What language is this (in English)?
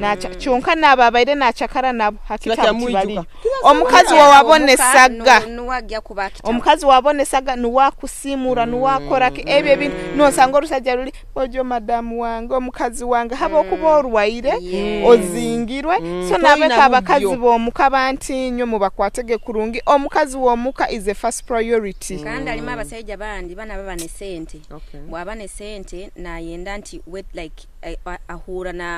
Nyoro